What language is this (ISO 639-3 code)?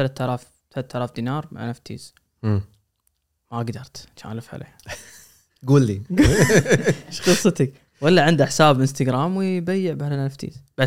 afb